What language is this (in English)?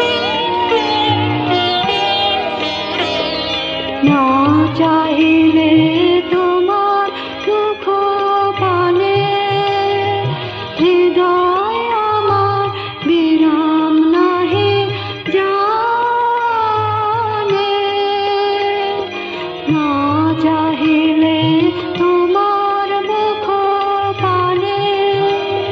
Bangla